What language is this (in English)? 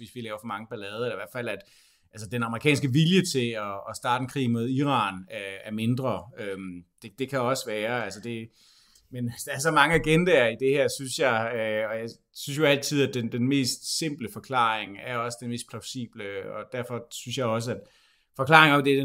Danish